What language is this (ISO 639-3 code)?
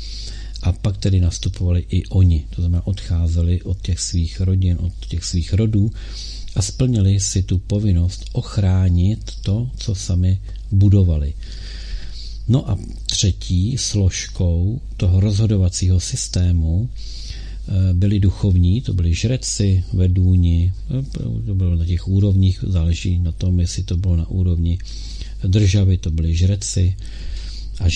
ces